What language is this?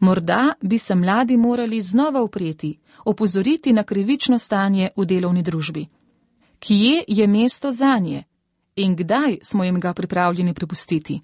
Slovenian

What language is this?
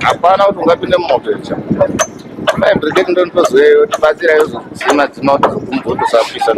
Shona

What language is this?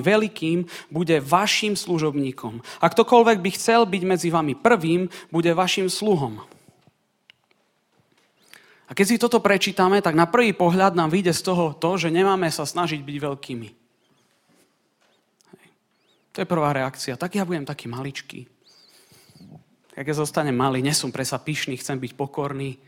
Slovak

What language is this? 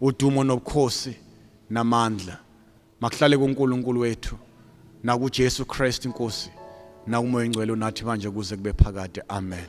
Zulu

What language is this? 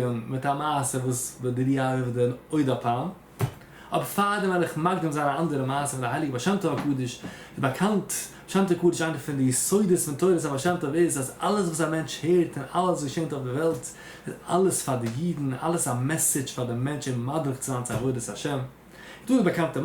Yiddish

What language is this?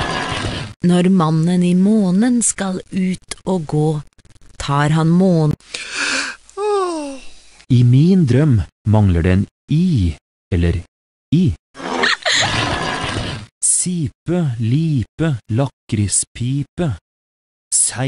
Norwegian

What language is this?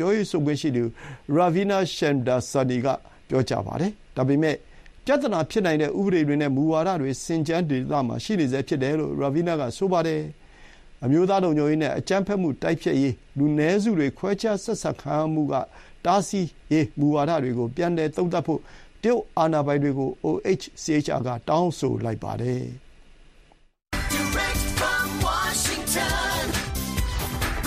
Burmese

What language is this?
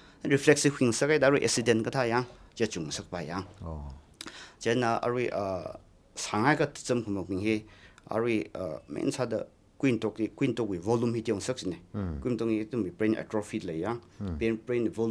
Tangkhul Naga (India)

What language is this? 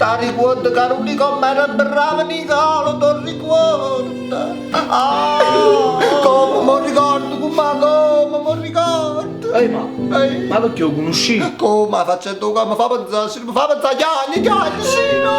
Neapolitan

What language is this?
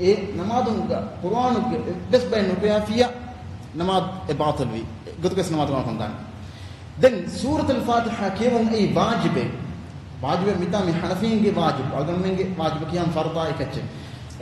Divehi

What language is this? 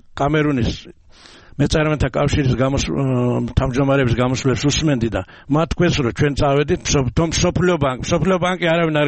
Georgian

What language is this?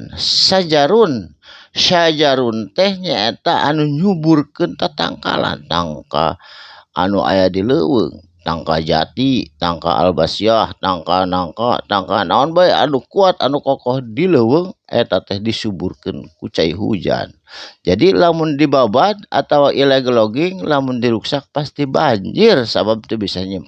Sundanese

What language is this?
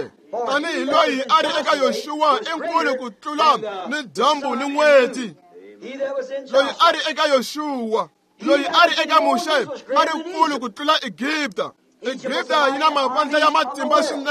Tsonga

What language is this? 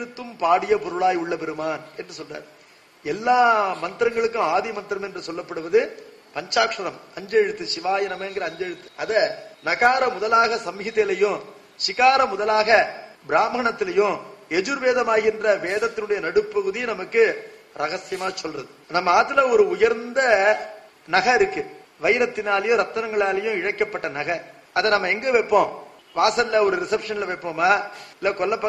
Tamil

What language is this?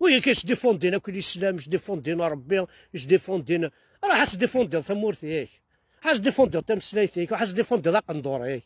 Kabyle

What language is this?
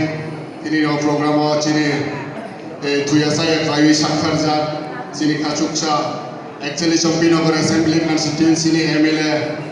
Kok Borok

